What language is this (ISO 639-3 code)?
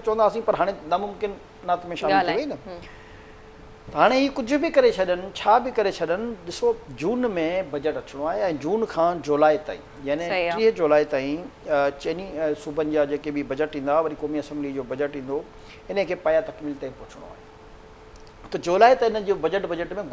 snd